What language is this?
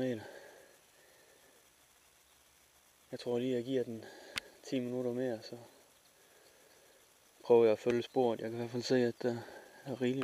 Danish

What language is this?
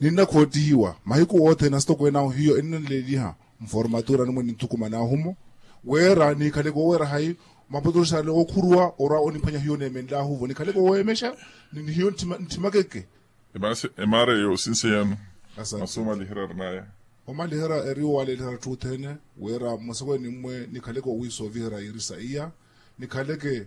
Makhuwa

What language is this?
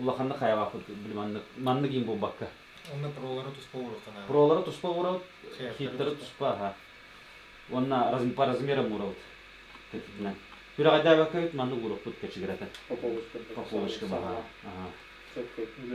Yakut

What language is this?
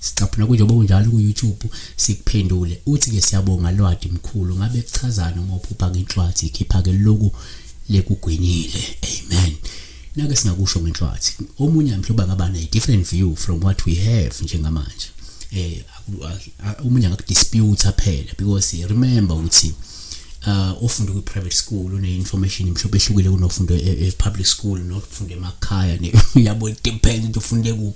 Zulu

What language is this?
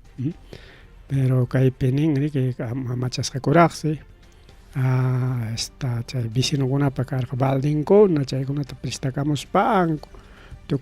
Ayacucho Quechua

